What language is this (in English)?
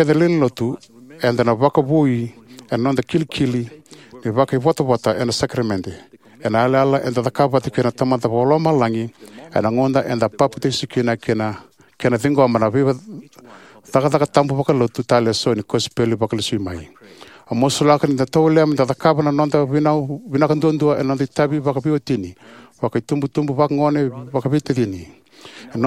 Fijian